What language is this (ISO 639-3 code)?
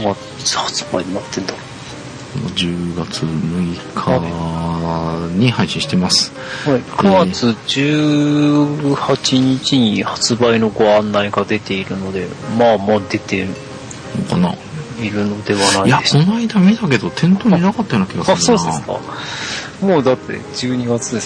jpn